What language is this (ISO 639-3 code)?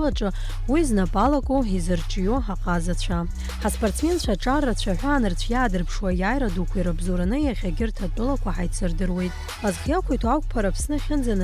abk